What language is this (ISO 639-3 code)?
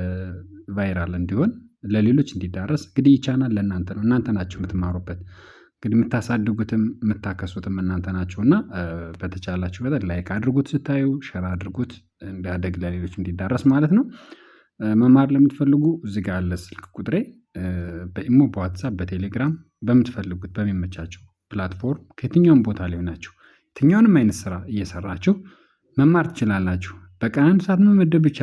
amh